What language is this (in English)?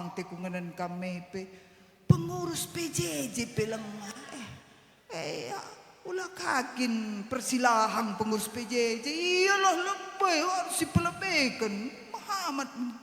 Batak Karo